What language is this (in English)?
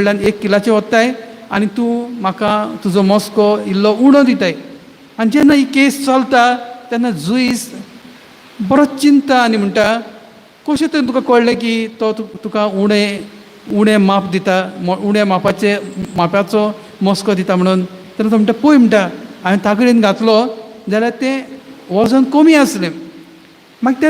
Konkani